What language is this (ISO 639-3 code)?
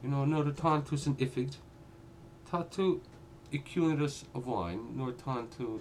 gle